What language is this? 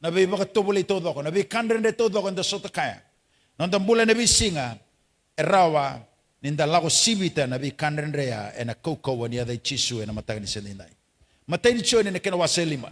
Fijian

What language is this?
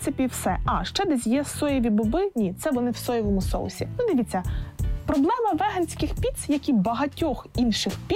Ukrainian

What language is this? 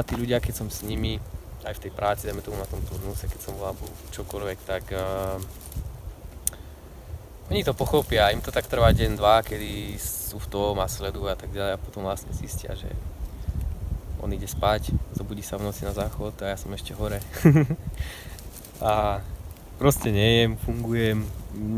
Slovak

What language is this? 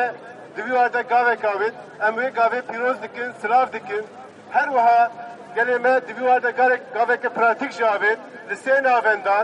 Kurdish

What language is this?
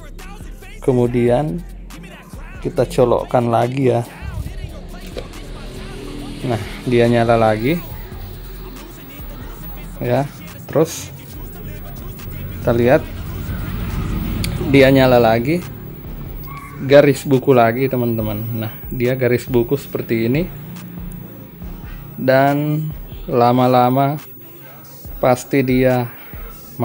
Indonesian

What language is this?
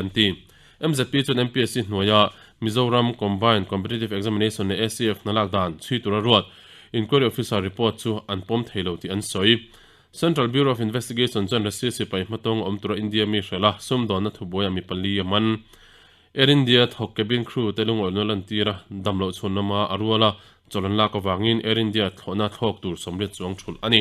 Mizo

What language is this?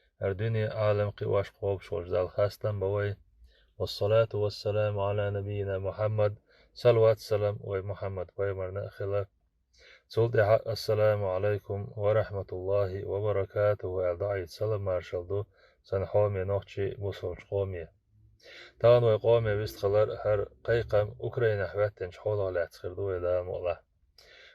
Chechen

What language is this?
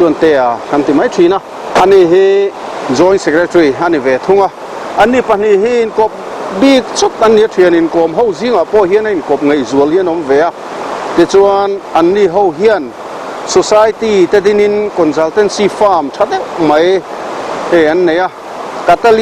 Mizo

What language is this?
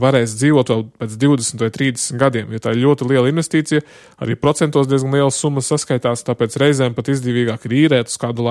Latvian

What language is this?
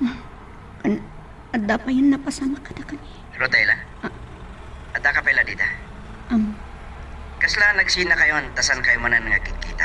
Iloko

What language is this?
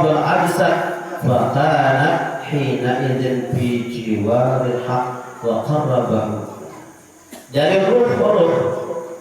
Sasak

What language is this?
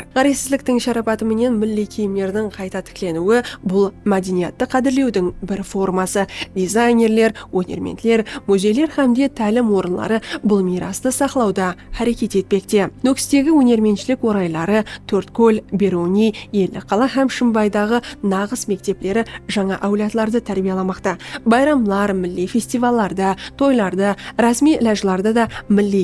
Kara-Kalpak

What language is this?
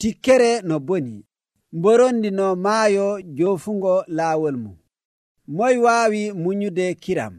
Nigerian Fulfulde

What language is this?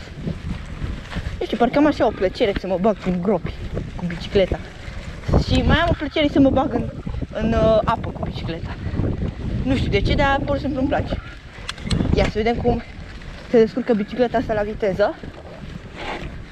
Romanian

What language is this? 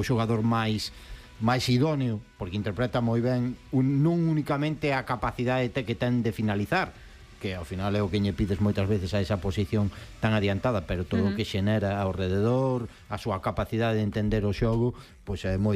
Galician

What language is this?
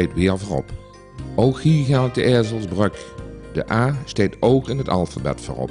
Limburgish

